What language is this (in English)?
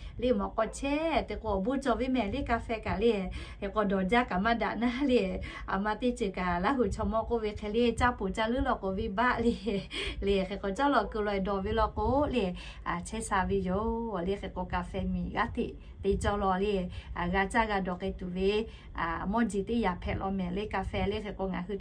Lahu